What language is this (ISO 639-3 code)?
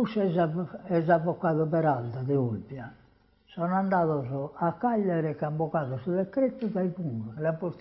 srd